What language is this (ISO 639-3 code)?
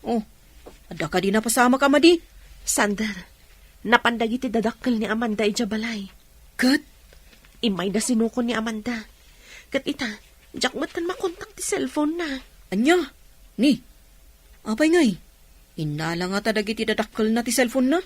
ilo